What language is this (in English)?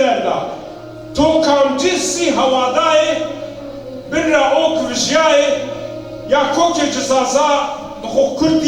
Zaza